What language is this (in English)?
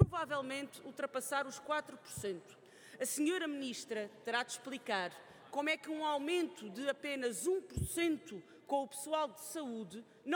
Portuguese